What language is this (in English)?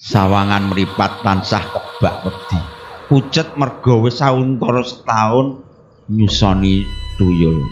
Javanese